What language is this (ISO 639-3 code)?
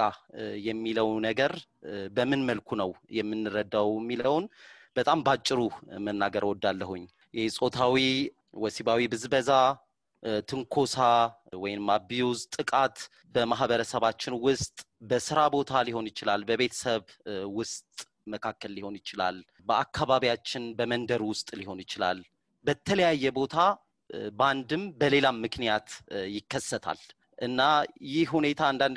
amh